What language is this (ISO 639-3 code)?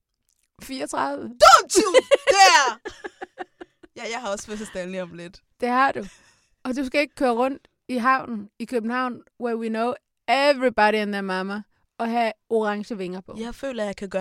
dan